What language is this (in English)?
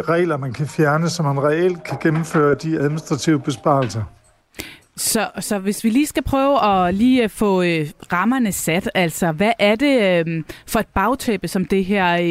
Danish